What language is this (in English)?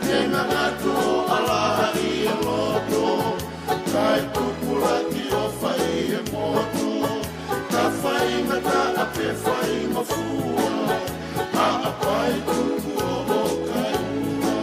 Tongan